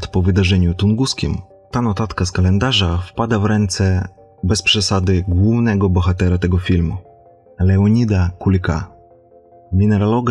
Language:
Polish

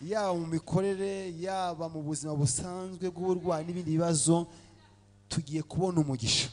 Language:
Kinyarwanda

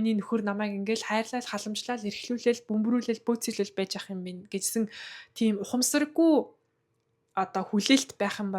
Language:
Mongolian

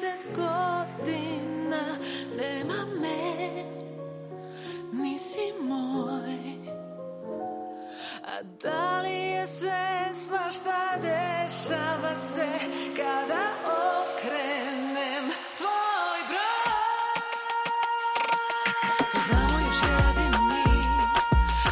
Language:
Serbian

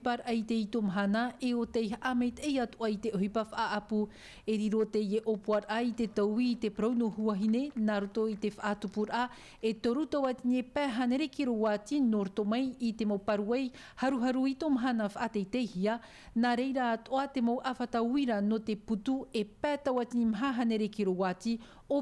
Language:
Tahitian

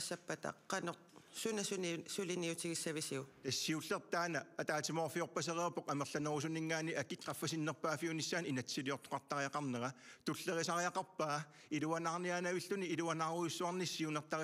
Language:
Kalaallisut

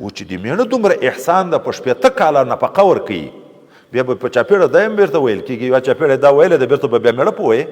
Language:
Pashto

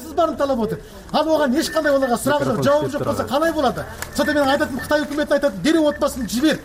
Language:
Kyrgyz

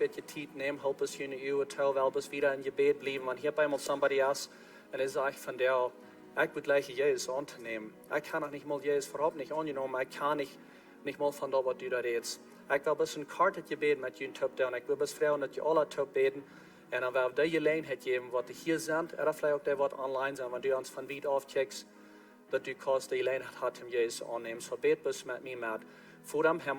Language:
Plautdietsch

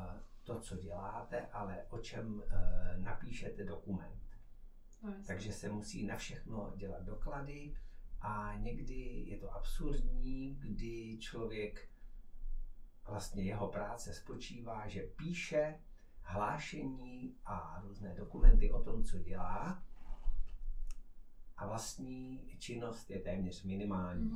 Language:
Czech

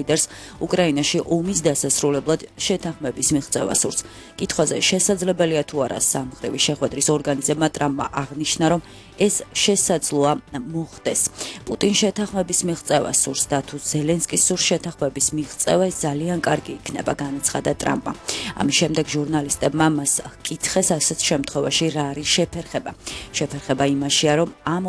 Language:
Georgian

